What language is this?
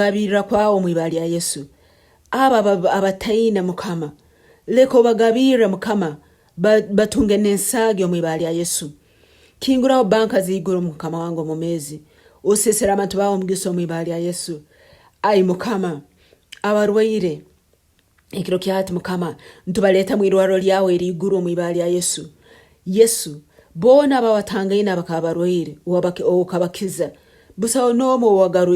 Nyankole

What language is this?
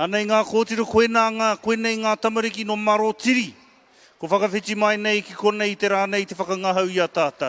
Māori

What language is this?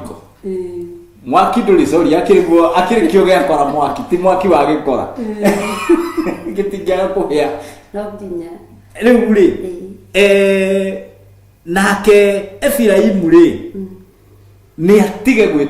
Kikuyu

